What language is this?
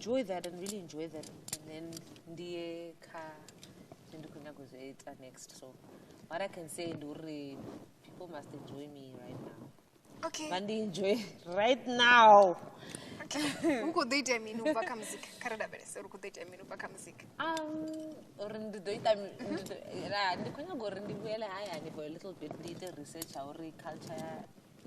Venda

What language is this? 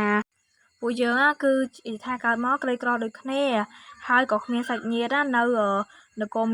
Khmer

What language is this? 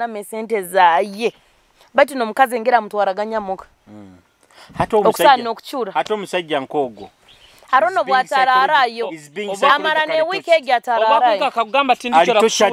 Nyoro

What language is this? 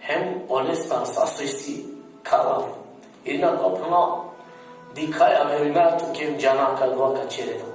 Balkan Romani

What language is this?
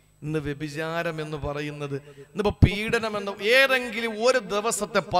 Malayalam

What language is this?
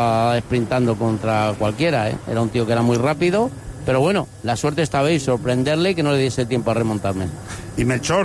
Spanish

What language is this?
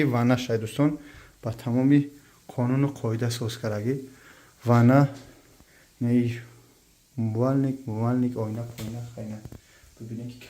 Tajik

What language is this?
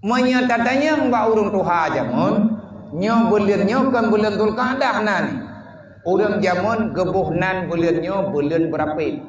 Achinese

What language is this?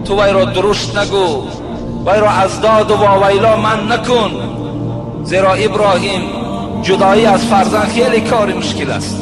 Tajik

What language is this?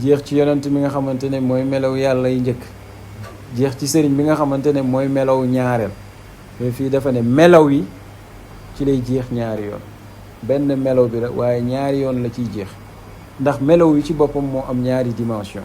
Wolof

